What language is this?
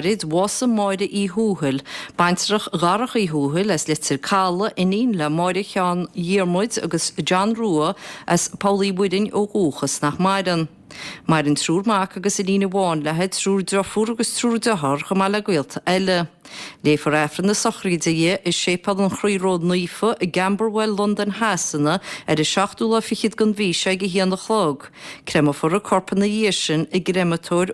Irish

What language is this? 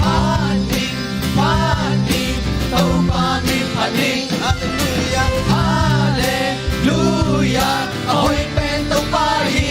Tedim Chin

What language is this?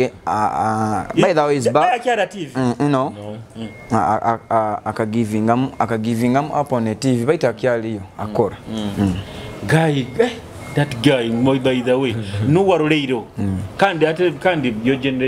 Nyoro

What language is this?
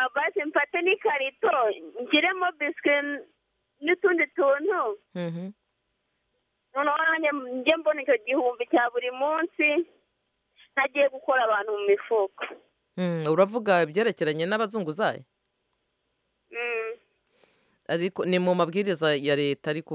Kinyarwanda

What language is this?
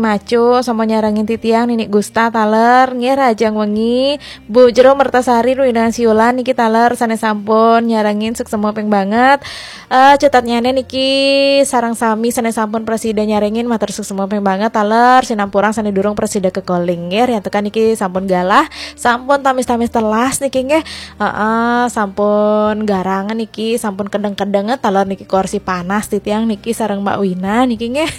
Balinese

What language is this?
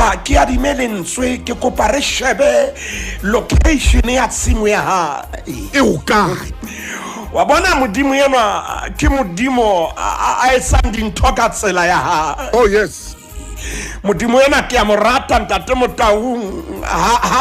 Southern Sotho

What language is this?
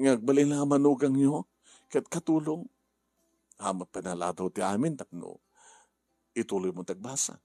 Iloko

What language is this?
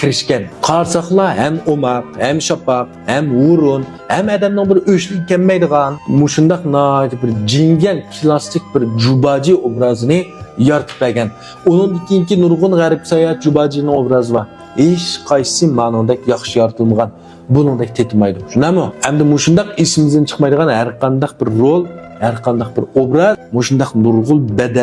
Uyghur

